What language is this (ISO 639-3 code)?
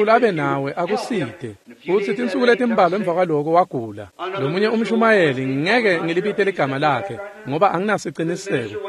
ssw